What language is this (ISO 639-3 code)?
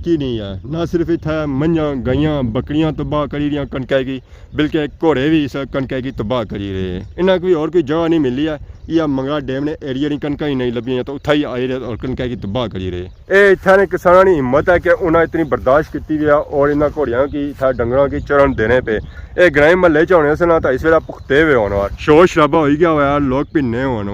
phr